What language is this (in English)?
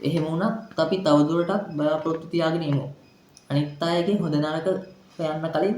Sinhala